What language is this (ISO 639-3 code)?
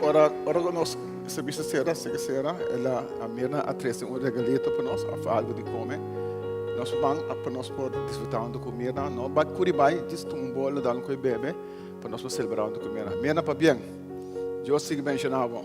pap